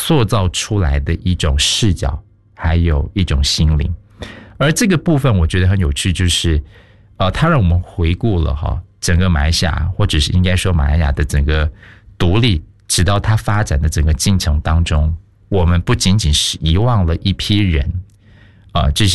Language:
Chinese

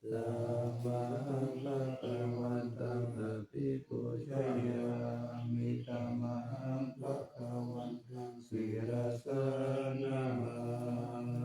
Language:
Pali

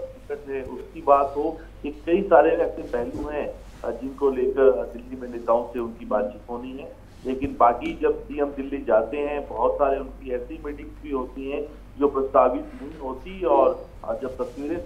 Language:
Hindi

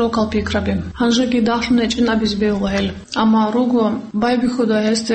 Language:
Avaric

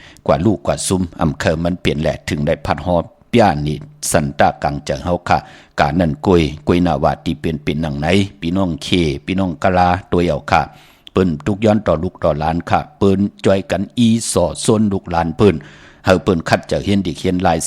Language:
Shan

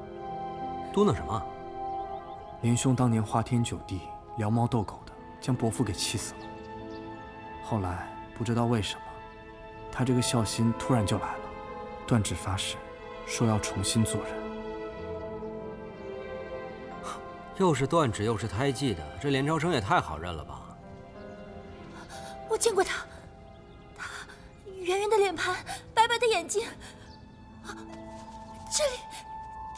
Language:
Chinese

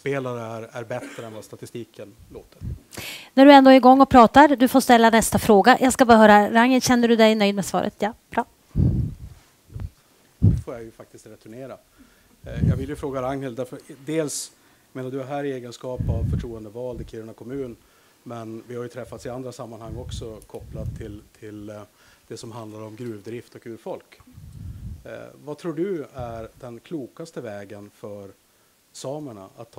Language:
Swedish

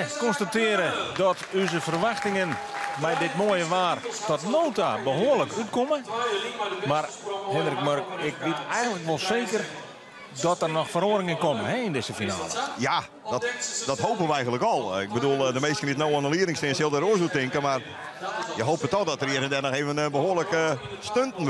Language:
Western Frisian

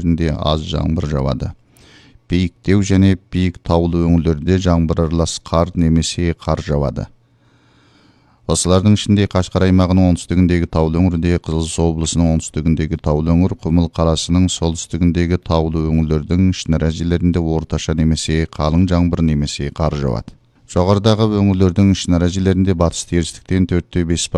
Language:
Kazakh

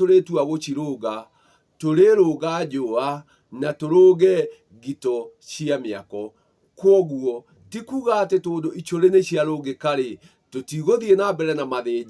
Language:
Kikuyu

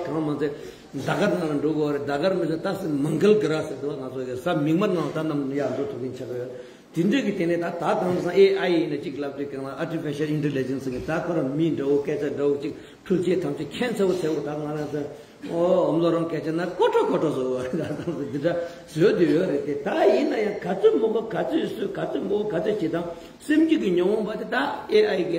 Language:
Tibetan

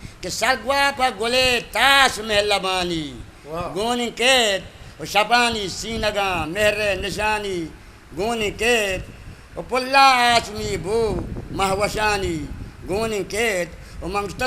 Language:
Eastern Balochi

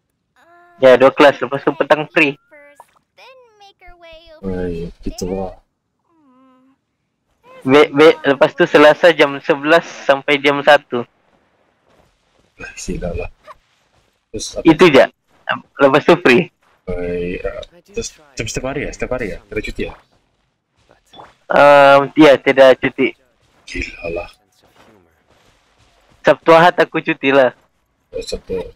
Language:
Malay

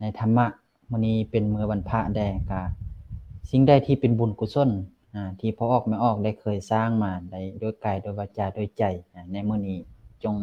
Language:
Lao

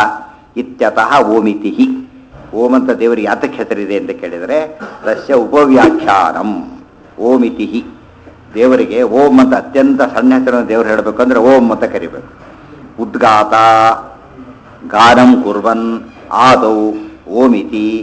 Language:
Kannada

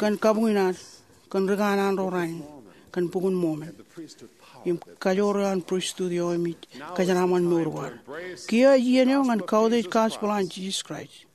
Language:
Marshallese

